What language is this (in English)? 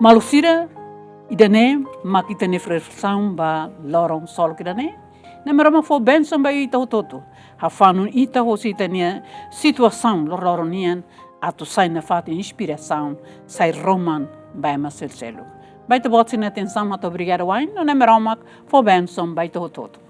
Tetum